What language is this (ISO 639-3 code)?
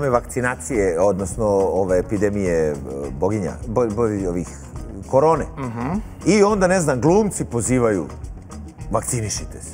srp